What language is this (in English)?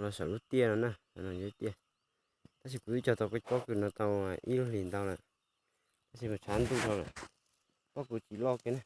Hmong